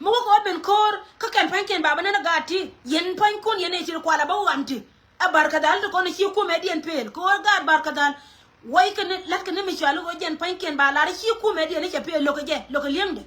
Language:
Nuer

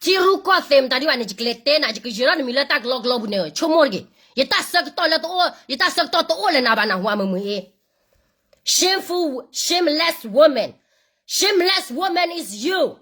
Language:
S'gaw Karen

